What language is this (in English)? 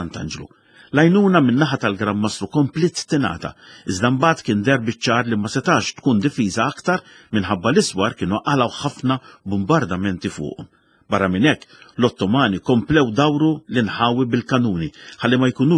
Maltese